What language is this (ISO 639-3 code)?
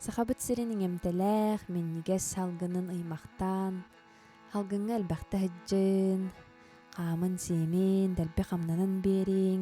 sah